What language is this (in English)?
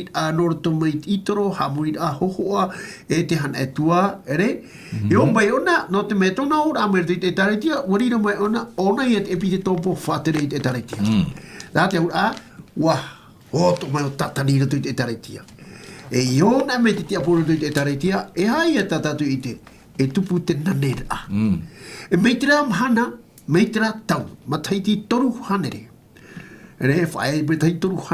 Tahitian